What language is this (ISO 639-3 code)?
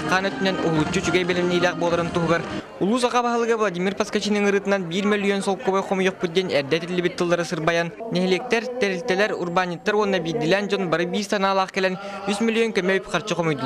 sah